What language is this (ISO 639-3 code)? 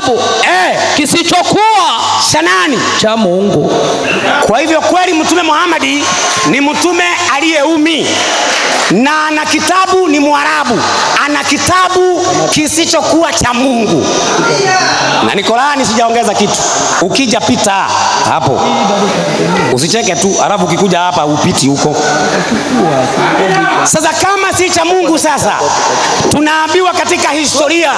swa